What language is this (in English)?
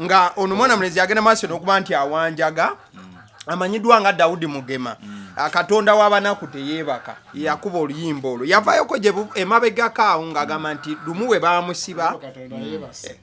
Ganda